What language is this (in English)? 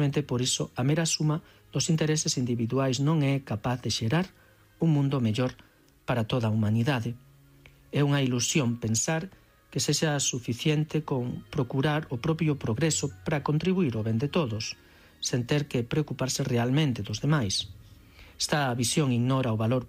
Galician